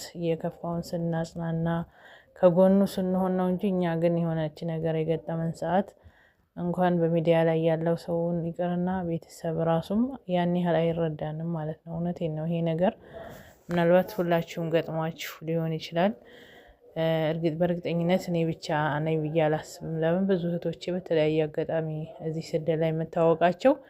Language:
Amharic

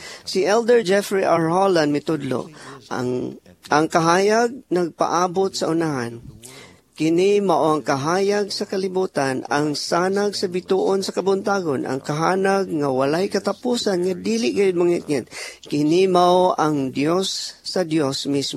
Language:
Cebuano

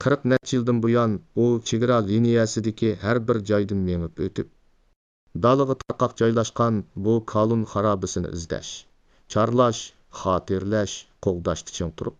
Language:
Uyghur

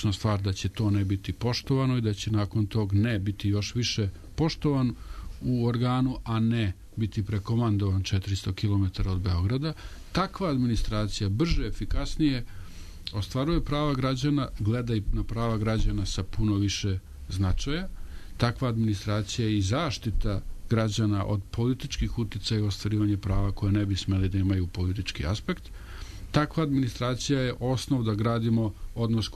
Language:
Serbian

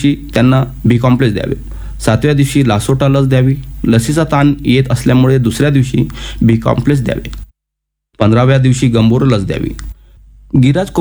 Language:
Marathi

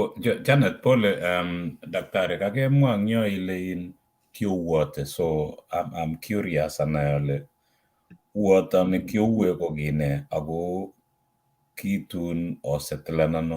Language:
Kalenjin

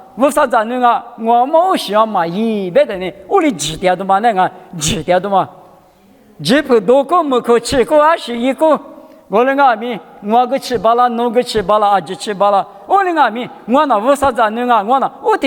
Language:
Lisu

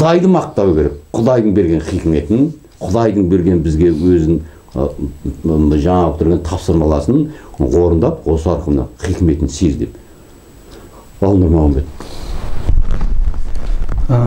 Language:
Kazakh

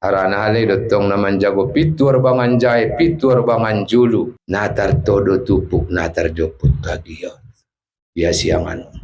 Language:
Batak Toba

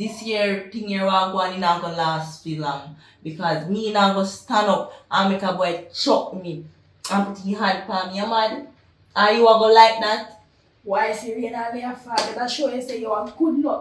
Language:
Jamaican Creole English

